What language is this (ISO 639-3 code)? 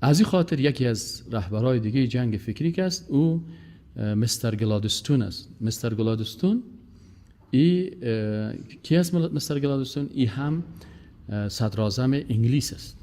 fas